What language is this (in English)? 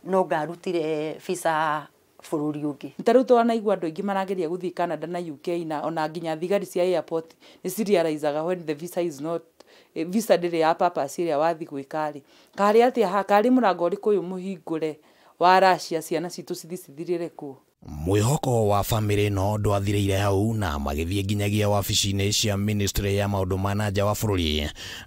Kikuyu